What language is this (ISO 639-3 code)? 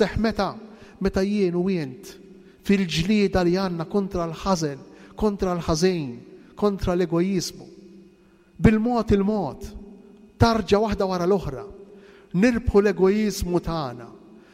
mlt